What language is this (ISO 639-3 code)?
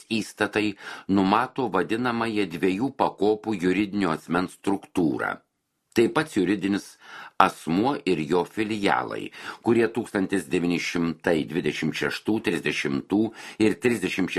lit